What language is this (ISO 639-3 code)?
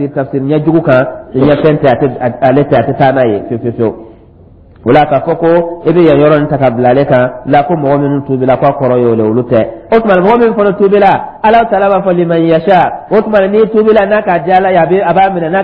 dyu